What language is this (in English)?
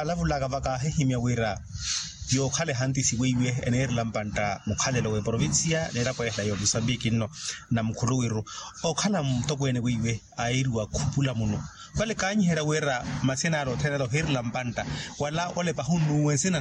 Makhuwa